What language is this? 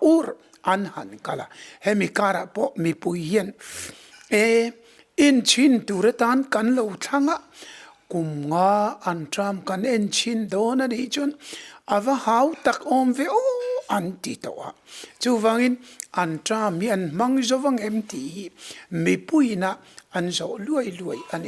Mizo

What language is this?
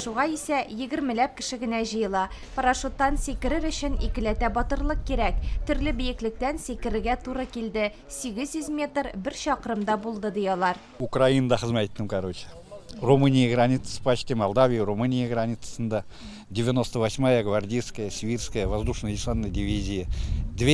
Tatar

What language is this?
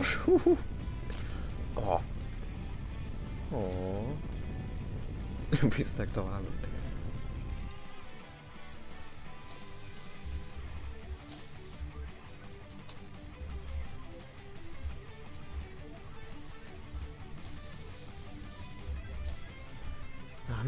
Hungarian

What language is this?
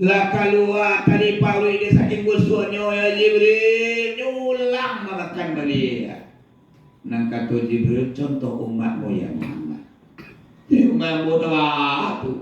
Minangkabau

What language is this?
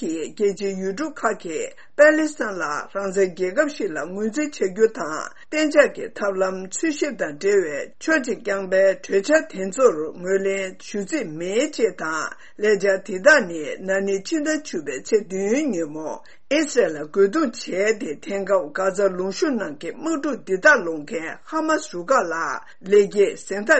Tibetan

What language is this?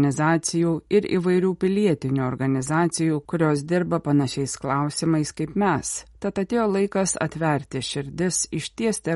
Lithuanian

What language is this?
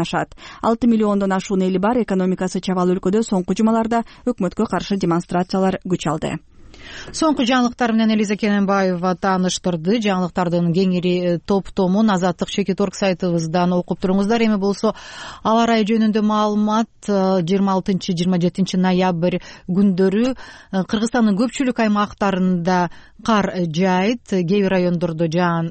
Kyrgyz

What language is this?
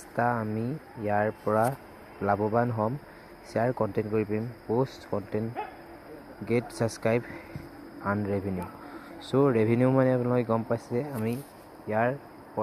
Assamese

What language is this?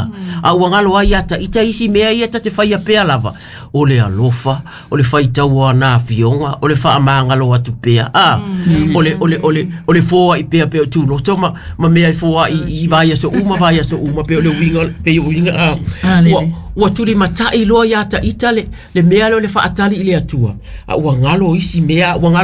Samoan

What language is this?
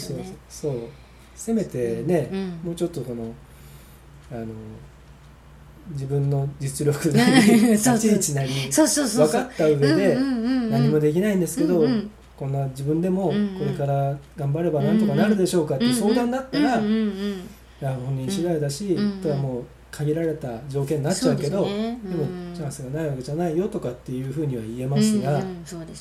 Japanese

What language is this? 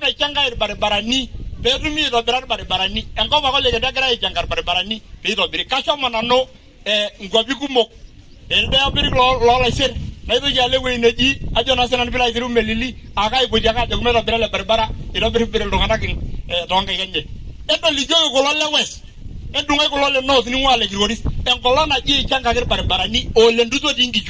Masai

